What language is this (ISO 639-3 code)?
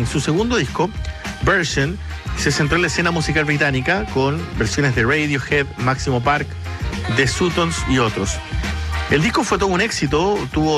spa